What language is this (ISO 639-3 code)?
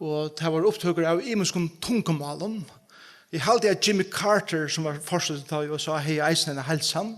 fao